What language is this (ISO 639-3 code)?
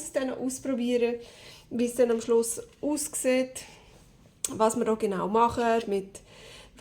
gsw